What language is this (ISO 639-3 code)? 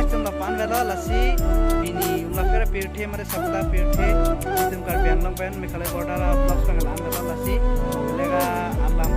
mjw